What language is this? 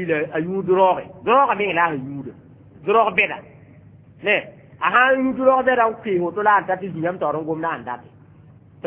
Mossi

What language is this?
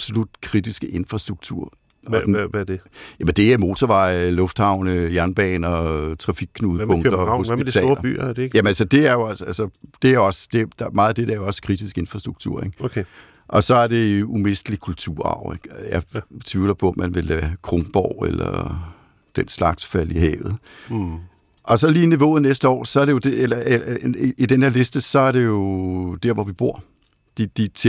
Danish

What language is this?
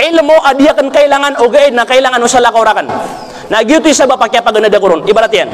Maranao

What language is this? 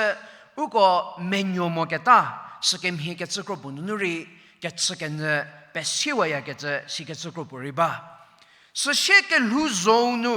Angami Naga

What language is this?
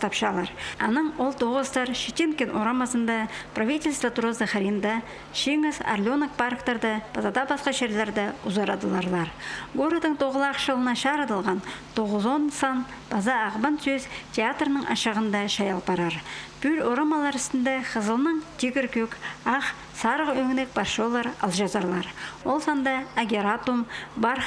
Khakas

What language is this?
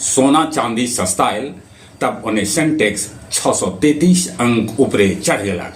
Magahi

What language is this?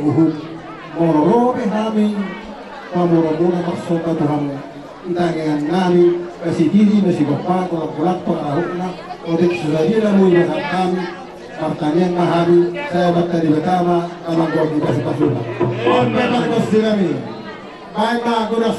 Batak Toba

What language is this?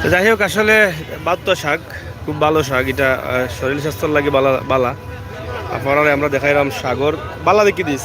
Sylheti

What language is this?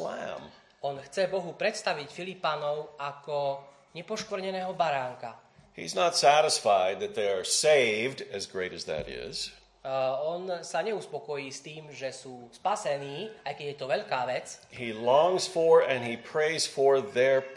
Slovak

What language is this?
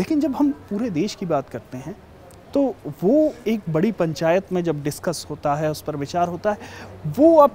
Hindi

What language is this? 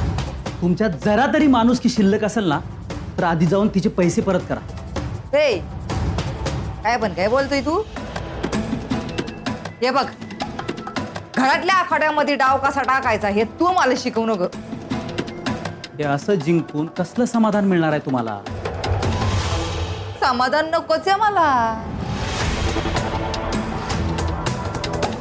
Marathi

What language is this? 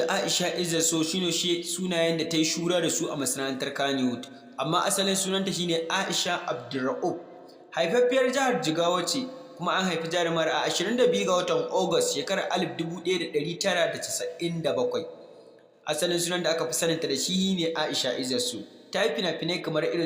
Hausa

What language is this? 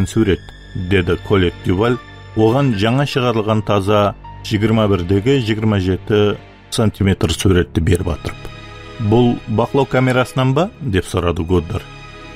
Kara-Kalpak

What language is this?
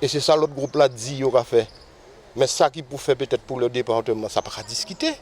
Guadeloupean Creole French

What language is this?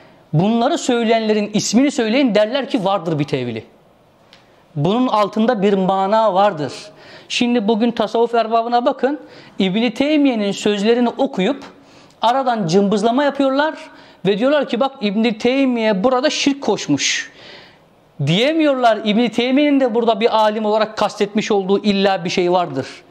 Turkish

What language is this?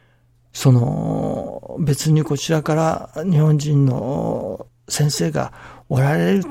Japanese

